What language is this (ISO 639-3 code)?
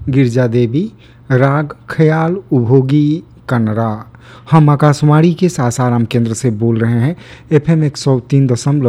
hin